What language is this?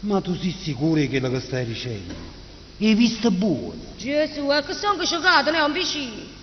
Neapolitan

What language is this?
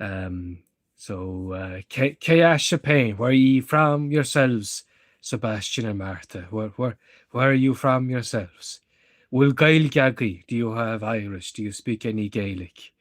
Irish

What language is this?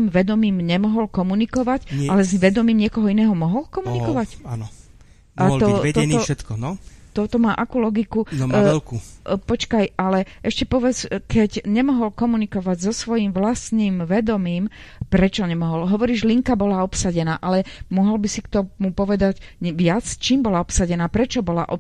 Slovak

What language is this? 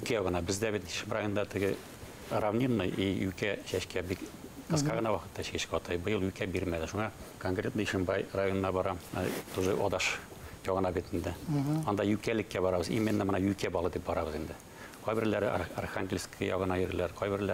Bashkir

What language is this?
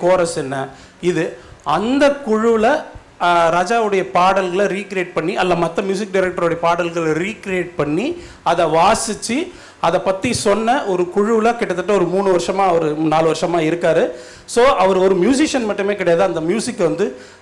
Tamil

